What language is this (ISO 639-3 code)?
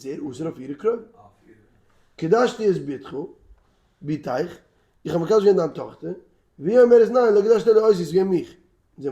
yid